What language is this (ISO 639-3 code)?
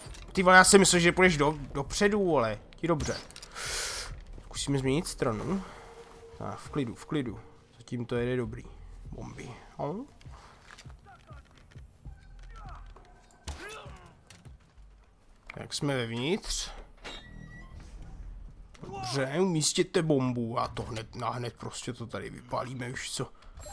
ces